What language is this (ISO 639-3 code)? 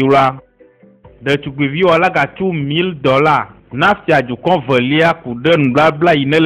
ewe